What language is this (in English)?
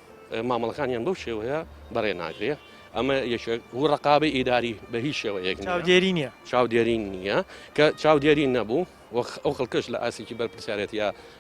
Central Kurdish